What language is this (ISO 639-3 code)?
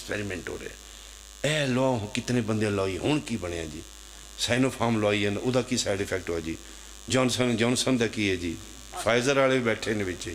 phr